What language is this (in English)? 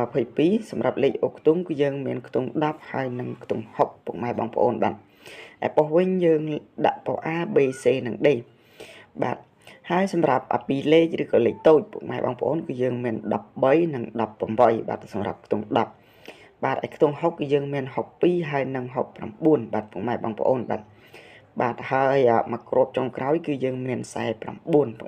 Khmer